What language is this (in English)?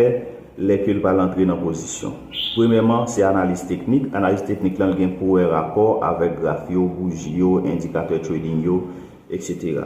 Haitian Creole